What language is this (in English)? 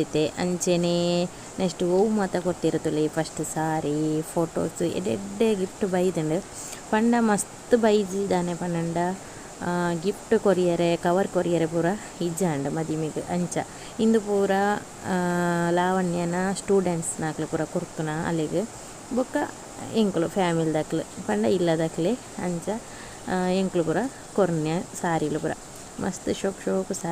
Tulu